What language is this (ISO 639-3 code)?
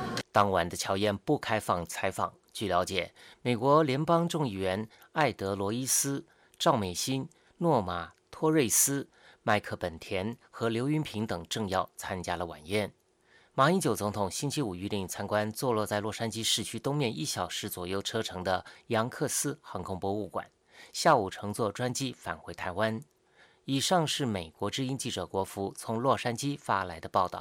zho